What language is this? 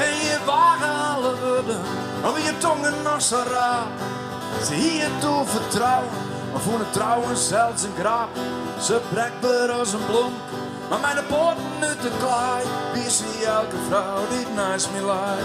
Western Frisian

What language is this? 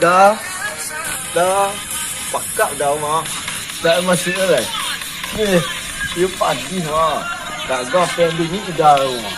Minangkabau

